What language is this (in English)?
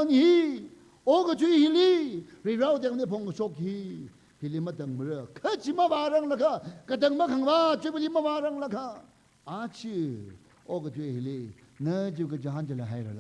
Tangkhul Naga (India)